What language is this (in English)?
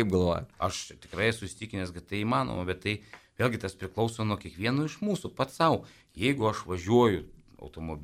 Lithuanian